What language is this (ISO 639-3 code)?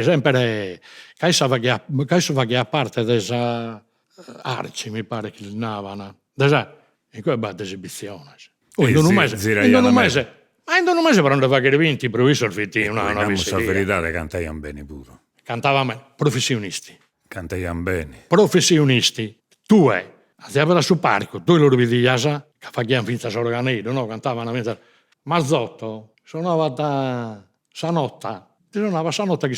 srd